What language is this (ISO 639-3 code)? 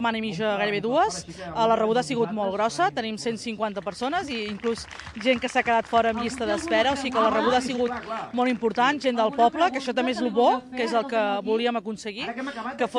cat